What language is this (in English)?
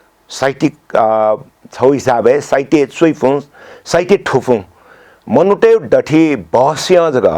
Newari